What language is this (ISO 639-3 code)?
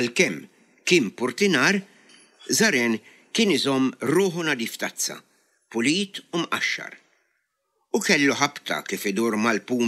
mlt